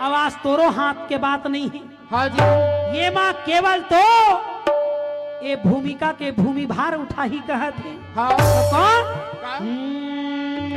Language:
Chhattisgarhi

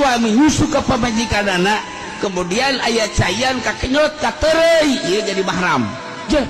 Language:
Sundanese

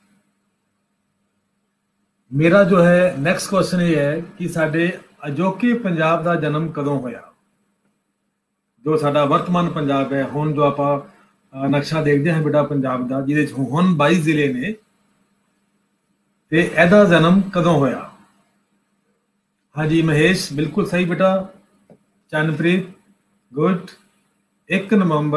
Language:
Punjabi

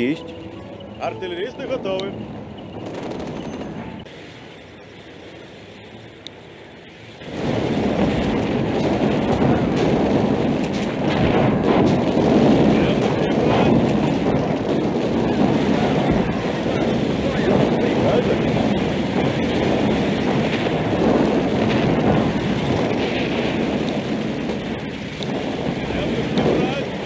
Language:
Russian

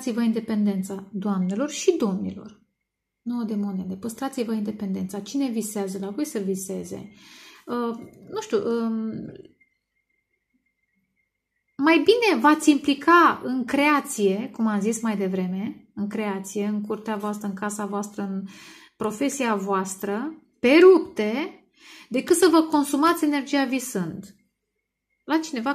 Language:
Romanian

